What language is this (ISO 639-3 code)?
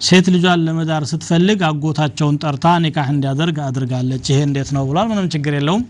amh